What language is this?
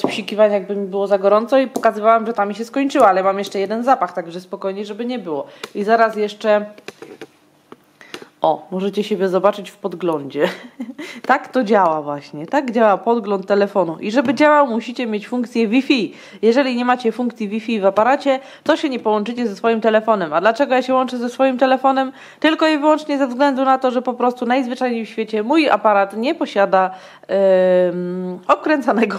Polish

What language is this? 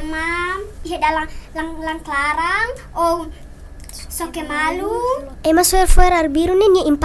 Tetum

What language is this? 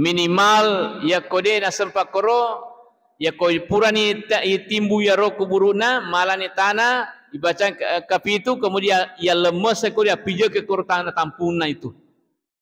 Buginese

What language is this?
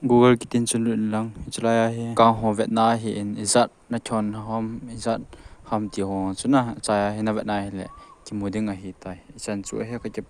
Thado Chin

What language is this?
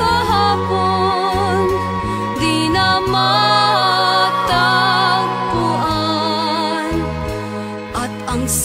Filipino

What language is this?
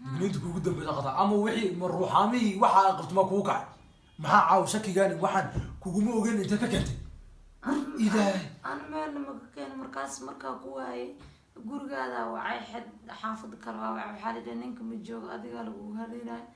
Somali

